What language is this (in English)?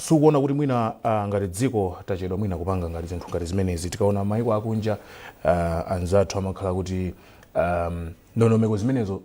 Nyanja